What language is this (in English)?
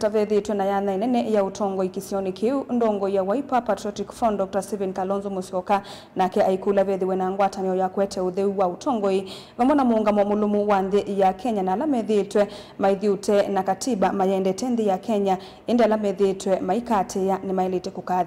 Kamba